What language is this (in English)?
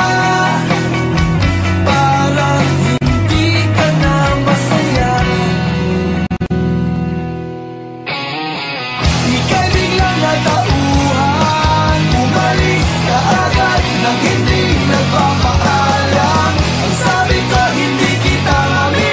Filipino